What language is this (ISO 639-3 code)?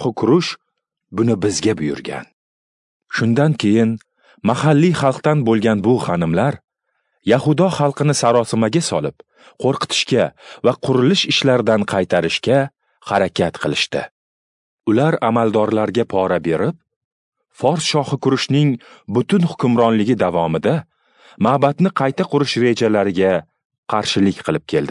uzb